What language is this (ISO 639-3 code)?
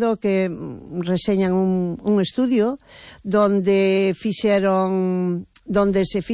glg